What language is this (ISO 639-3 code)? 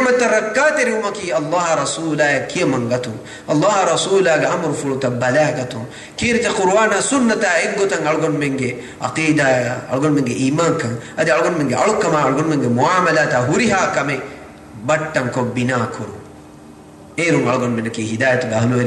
div